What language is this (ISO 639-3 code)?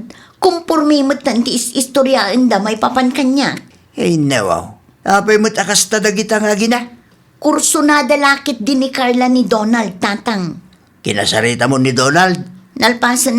ilo